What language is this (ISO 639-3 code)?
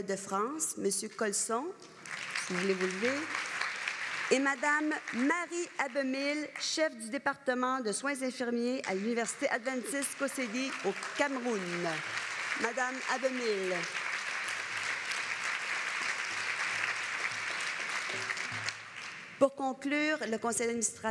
fra